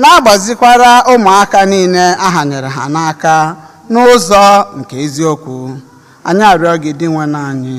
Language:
Igbo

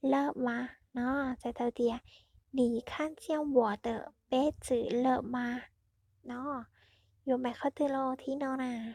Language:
Hmong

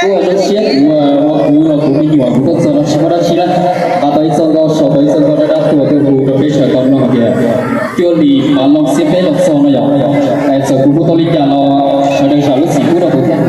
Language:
Hmong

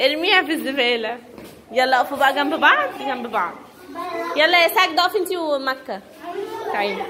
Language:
Egyptian Arabic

